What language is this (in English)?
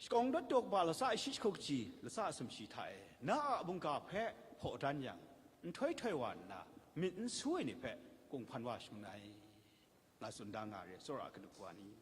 Kachin